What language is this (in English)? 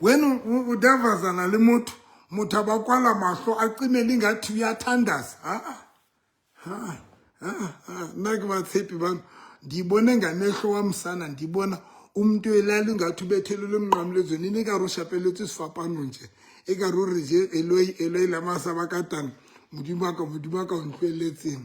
Southern Sotho